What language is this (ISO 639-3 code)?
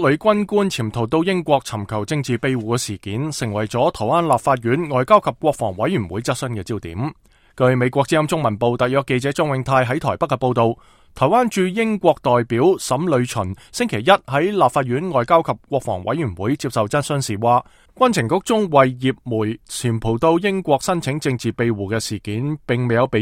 yue